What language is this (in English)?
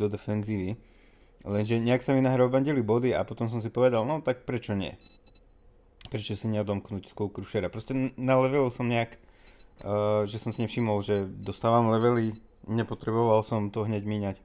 Slovak